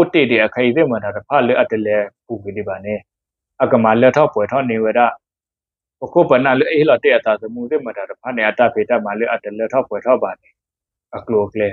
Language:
S'gaw Karen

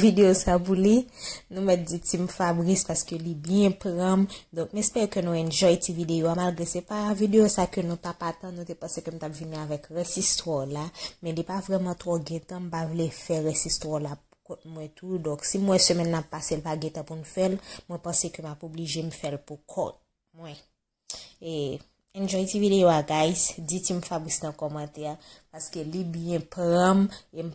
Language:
Haitian Creole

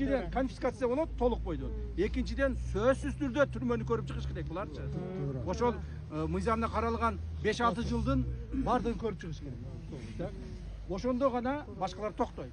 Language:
Kyrgyz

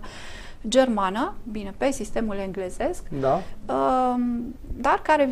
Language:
Romanian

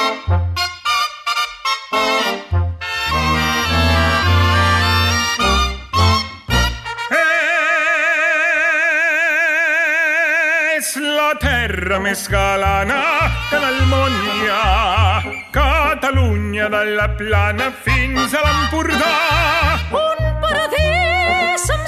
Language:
Catalan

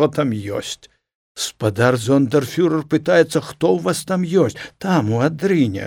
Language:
Belarusian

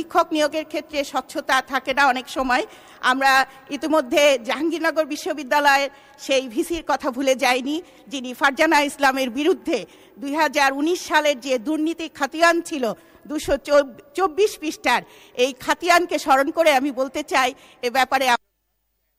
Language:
Bangla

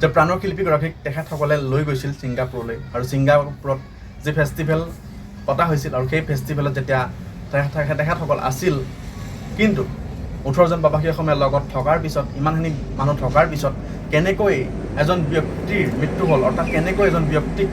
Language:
Assamese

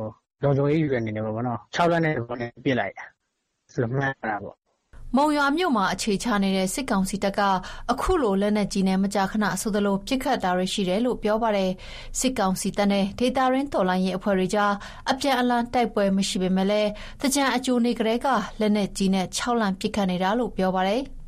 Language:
Burmese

